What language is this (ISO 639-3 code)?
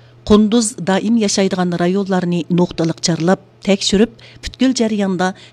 uig